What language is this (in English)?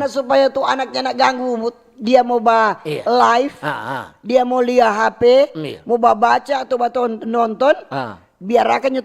Manado Malay